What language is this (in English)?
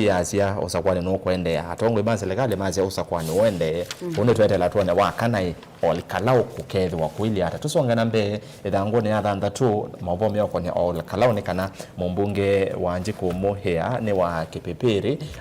Kamba